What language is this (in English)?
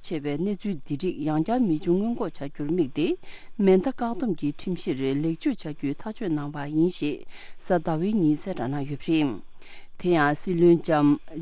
Tibetan